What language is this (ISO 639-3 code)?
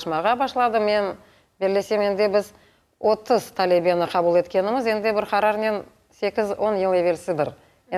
crh